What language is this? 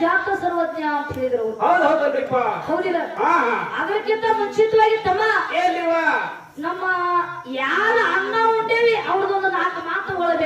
Kannada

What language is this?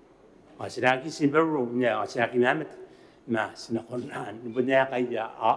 Gilbertese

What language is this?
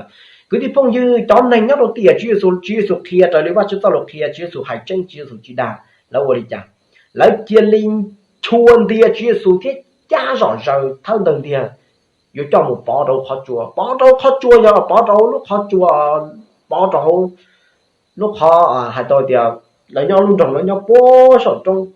Hmong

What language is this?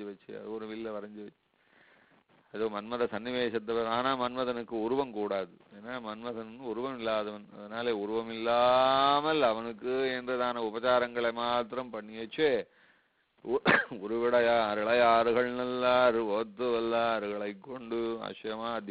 Tamil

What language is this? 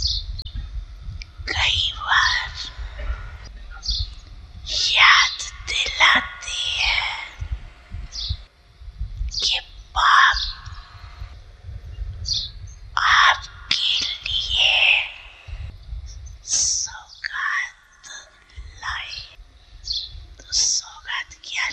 Hindi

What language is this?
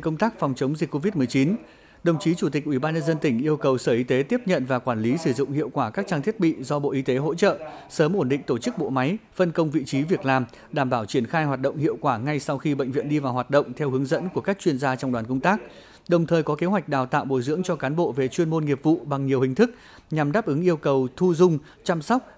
Vietnamese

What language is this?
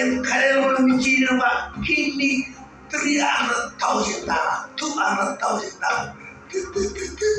Marshallese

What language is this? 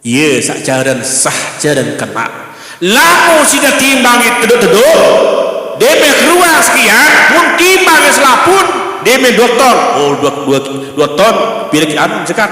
Sasak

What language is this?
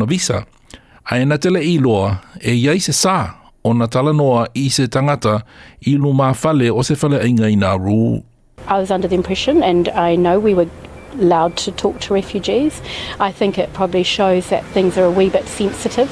Samoan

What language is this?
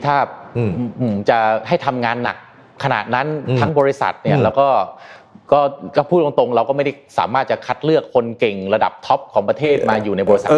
Thai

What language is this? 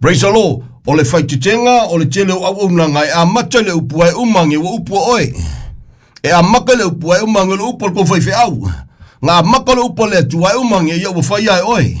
Samoan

